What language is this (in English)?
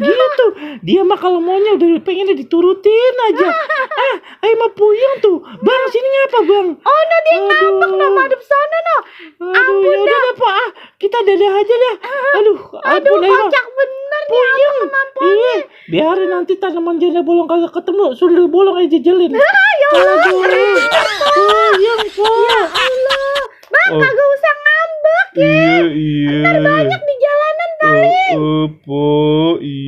Betawi